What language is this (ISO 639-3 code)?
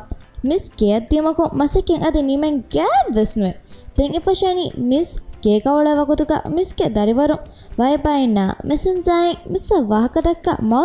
div